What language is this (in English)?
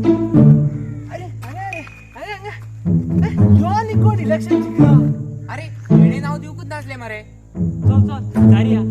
Konkani